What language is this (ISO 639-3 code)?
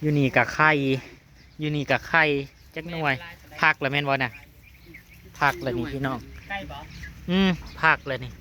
tts